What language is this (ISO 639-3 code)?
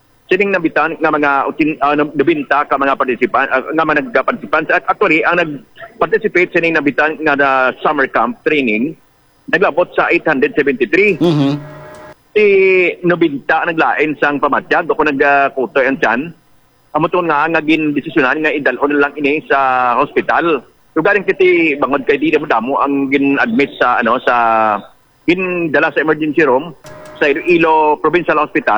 hil